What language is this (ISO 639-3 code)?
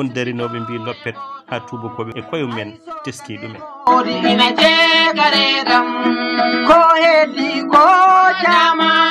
ful